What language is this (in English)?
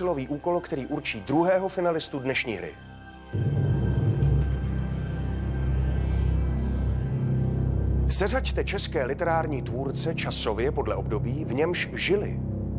Czech